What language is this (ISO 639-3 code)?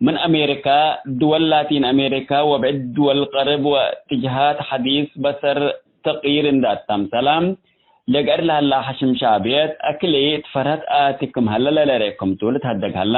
tig